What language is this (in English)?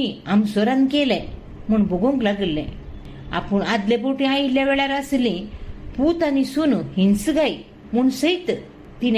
Konkani